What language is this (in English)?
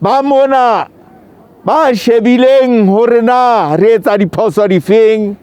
Southern Sotho